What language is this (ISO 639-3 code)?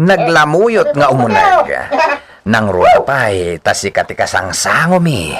ilo